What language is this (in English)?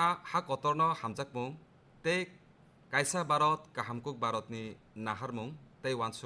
Kok Borok